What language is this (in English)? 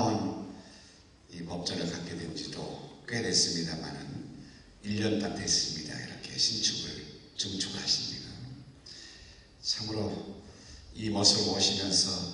Korean